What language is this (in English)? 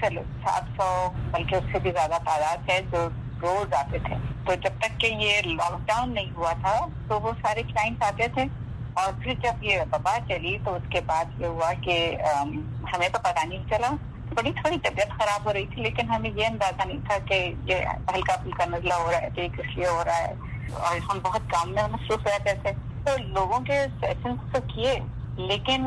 Urdu